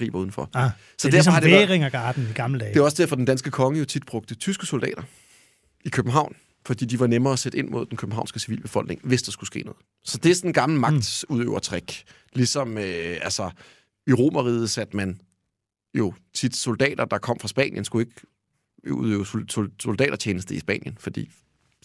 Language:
Danish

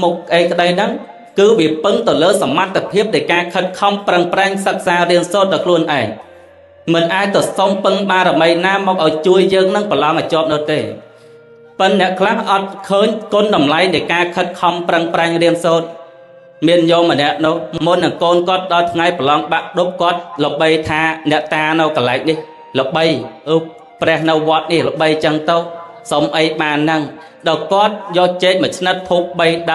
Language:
Khmer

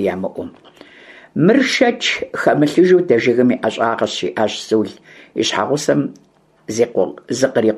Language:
Kabardian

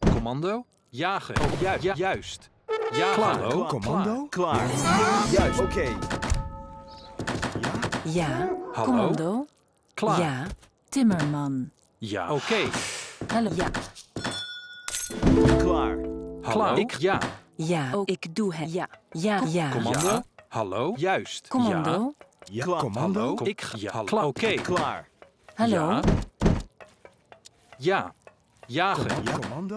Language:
Dutch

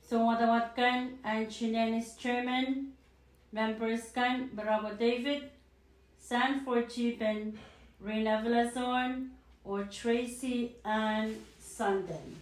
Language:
Pohnpeian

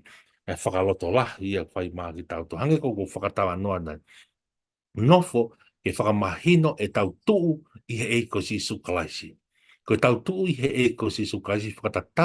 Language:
Tongan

